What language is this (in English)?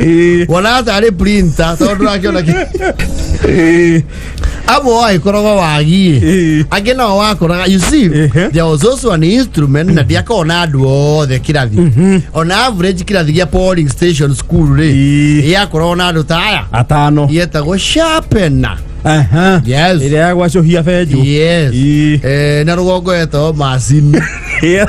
Kikuyu